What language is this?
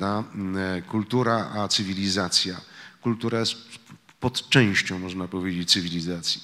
Polish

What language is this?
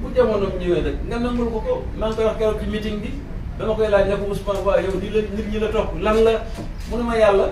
Wolof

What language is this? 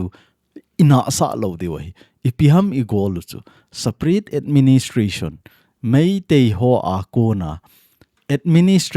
Thado Chin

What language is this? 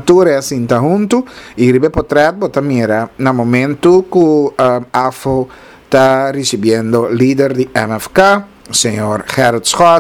Papiamento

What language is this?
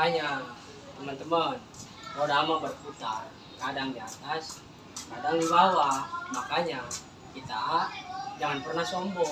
Betawi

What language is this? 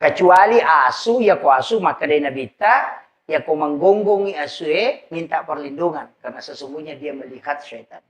Buginese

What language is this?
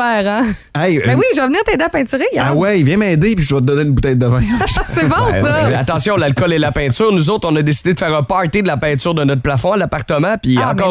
French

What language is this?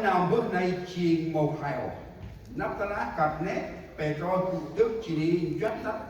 Central Mnong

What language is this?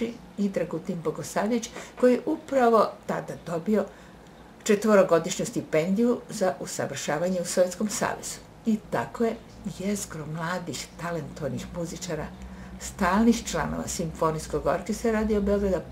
Serbian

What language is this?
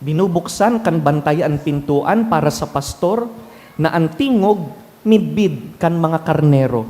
Bikol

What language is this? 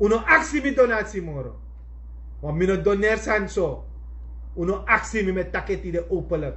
Sranan Tongo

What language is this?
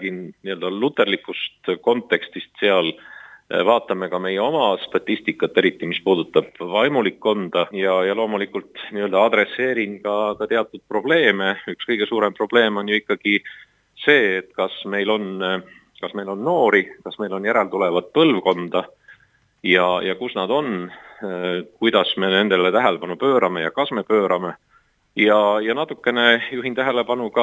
Estonian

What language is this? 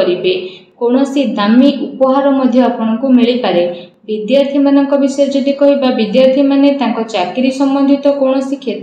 Odia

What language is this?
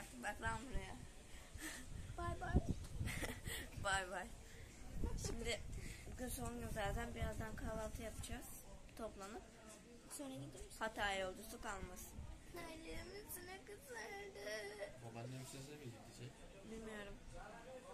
Turkish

